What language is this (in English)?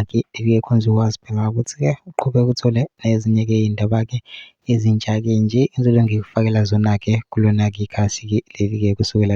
Zulu